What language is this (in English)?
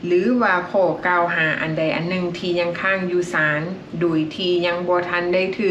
Lao